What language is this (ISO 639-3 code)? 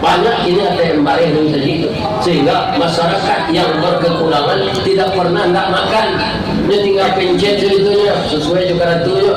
min